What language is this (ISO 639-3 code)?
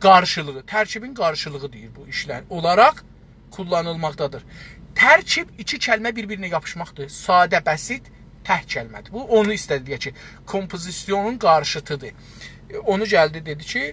azb